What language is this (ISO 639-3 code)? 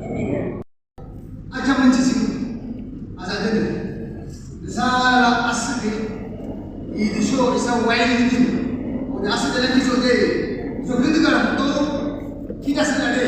yim